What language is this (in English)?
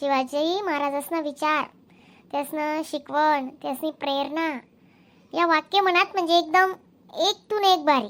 Khandesi